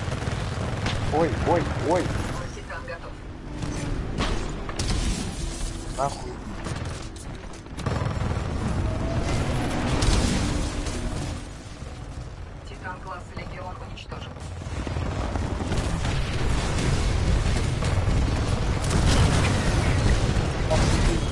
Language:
Russian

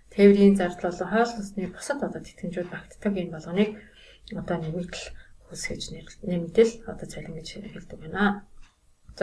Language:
Mongolian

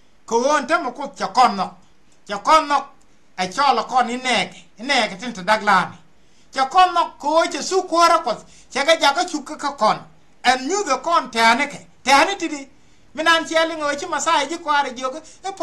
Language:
Nuer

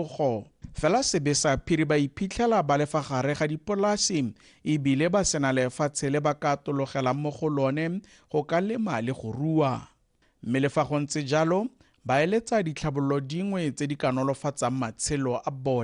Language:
Tswana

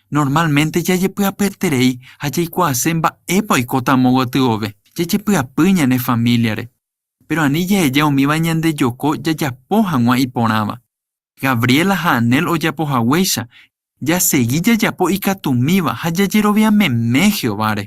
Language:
Guarani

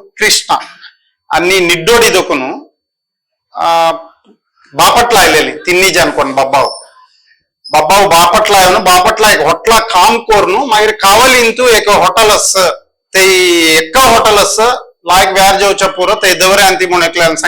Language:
Konkani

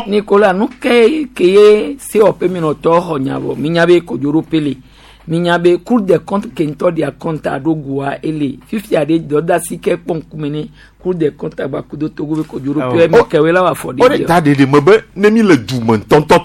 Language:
Gen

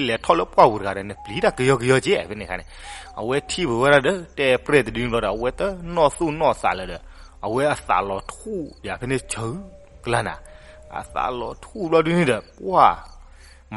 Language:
S'gaw Karen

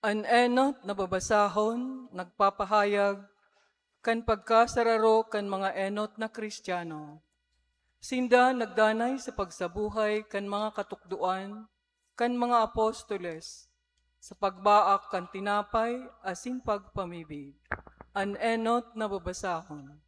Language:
Bikol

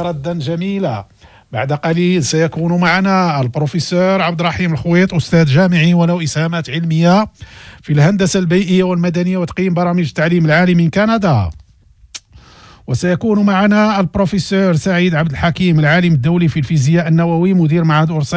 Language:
Arabic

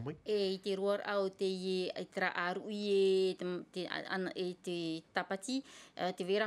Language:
Tahitian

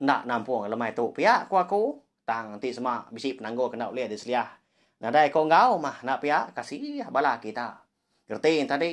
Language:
Iban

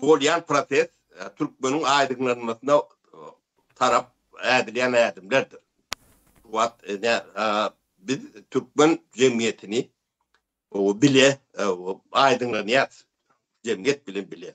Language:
Turkmen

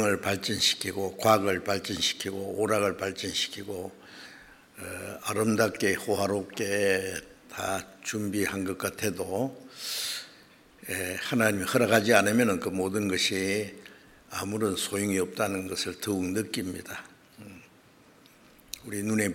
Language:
Korean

